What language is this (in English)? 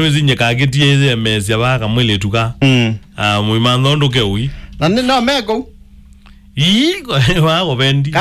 Kamba